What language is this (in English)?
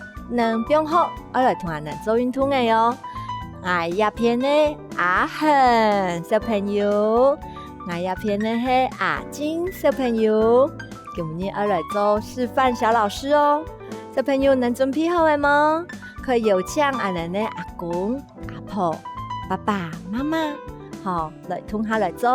Hakka Chinese